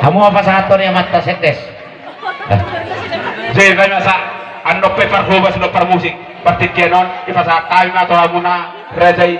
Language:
Batak Toba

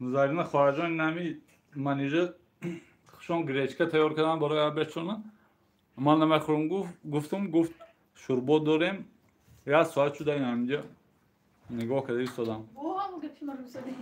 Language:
Tajik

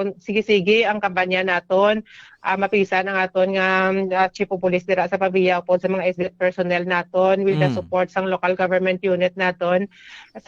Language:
Hiligaynon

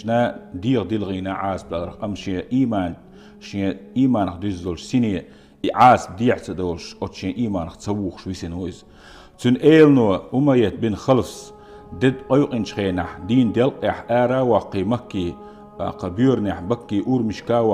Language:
Chechen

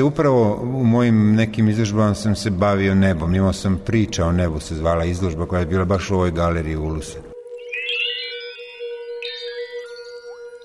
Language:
Serbian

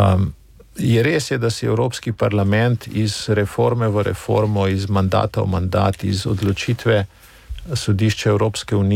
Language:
Slovenian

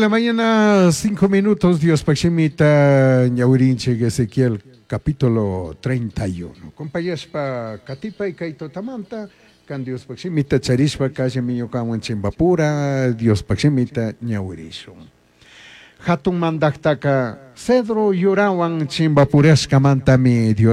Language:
Chimborazo Highland Quichua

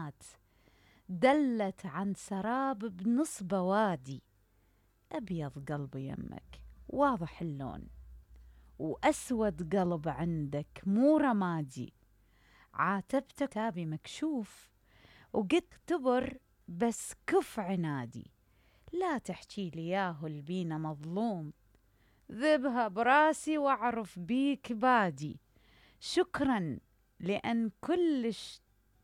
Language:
Mesopotamian Arabic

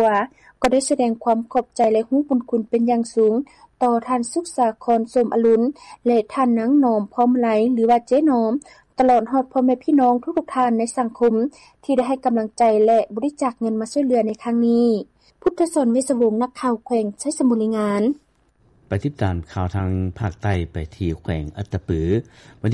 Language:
Lao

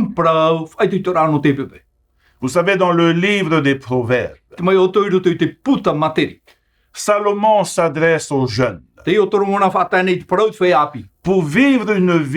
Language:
Tahitian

